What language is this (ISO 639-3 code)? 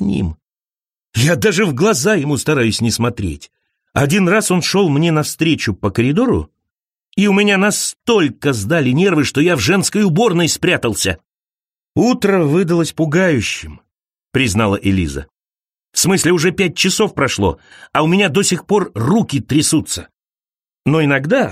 rus